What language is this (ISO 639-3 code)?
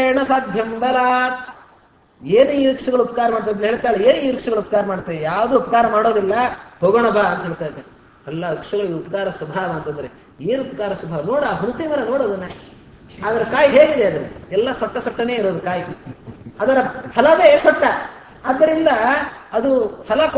kan